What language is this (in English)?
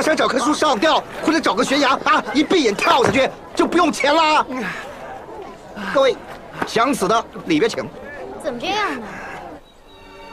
Chinese